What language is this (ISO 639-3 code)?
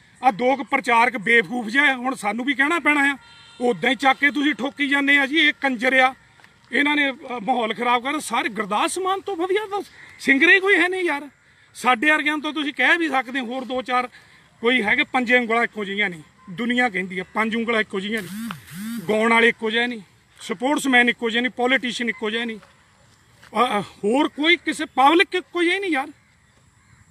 pan